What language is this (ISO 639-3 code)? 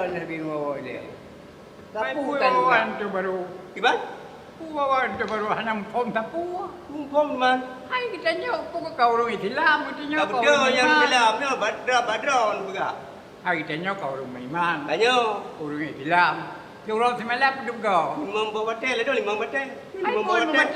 ace